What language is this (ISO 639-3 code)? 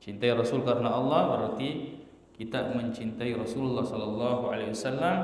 bug